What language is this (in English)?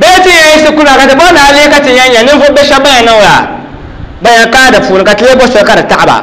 Dagbani